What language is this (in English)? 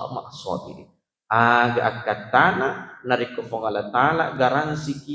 Buginese